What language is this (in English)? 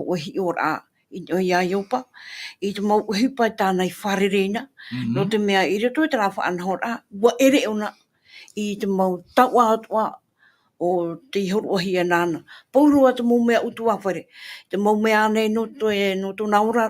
Tahitian